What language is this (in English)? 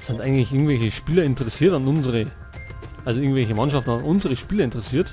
Bavarian